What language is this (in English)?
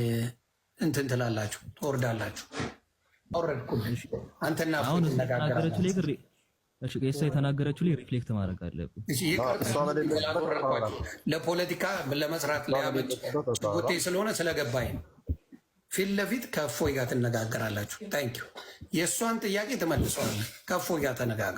Amharic